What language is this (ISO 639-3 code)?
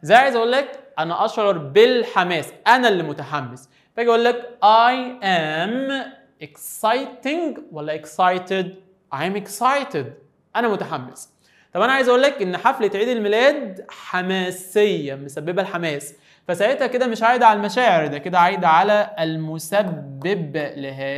arz